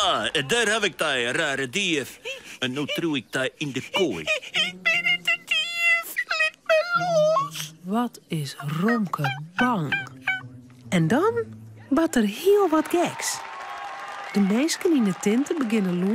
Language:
Western Frisian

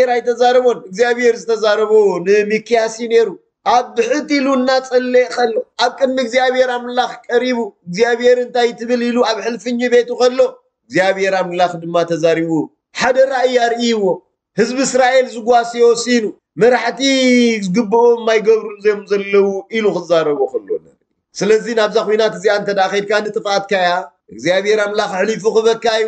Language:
Tigrinya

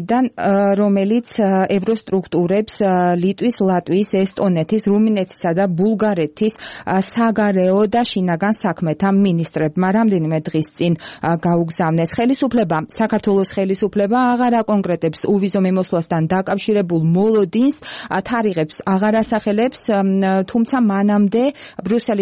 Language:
Georgian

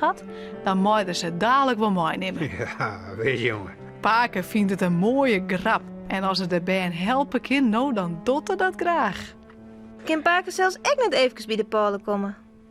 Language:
Western Frisian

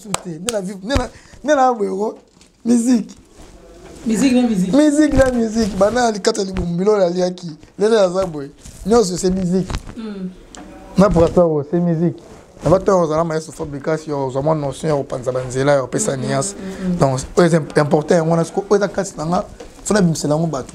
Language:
Lingala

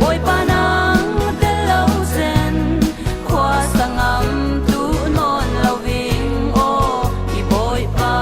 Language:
Falam Chin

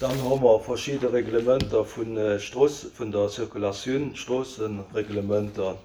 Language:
Luxembourgish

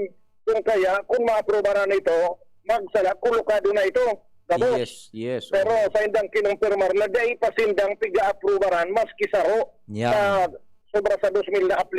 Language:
Bikol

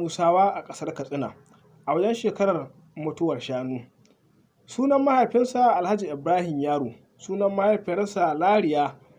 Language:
Hausa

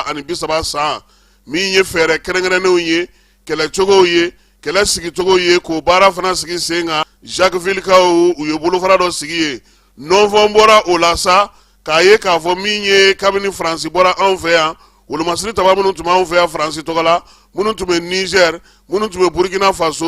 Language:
Bambara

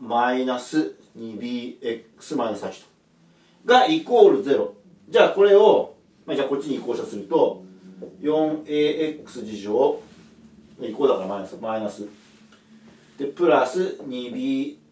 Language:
Japanese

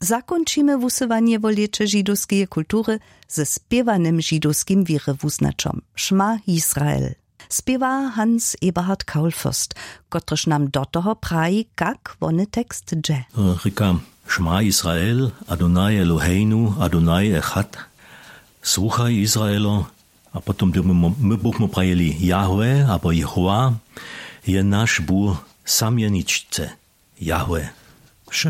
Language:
Upper Sorbian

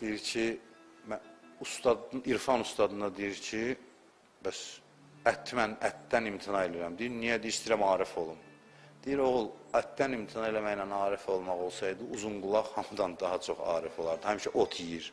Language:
Azerbaijani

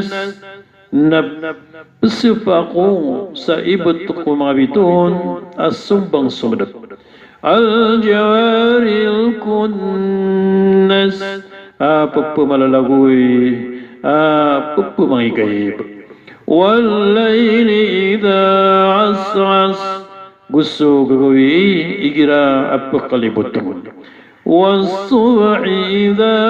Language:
Maranao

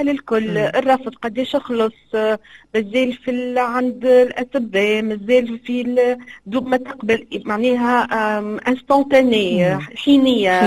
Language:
Tunisian Arabic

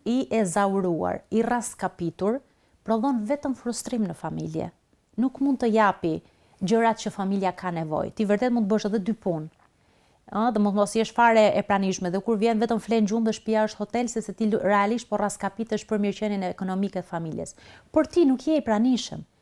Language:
Albanian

